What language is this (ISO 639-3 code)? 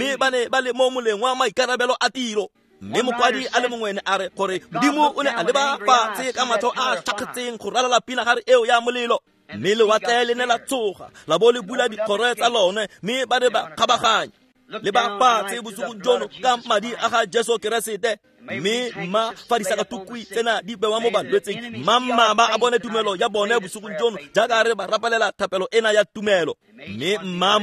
tsn